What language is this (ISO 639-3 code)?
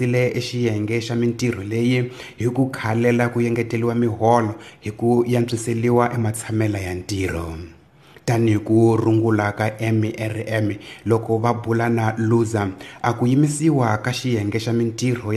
tso